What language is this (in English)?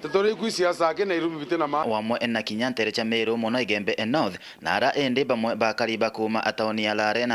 Meru